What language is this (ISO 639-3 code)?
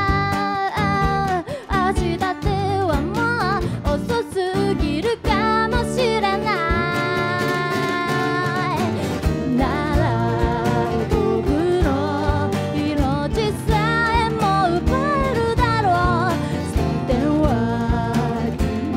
jpn